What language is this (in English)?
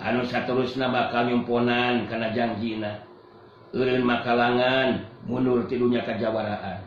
Sundanese